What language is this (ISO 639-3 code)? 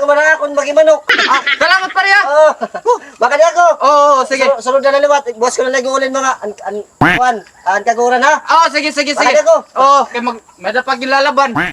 war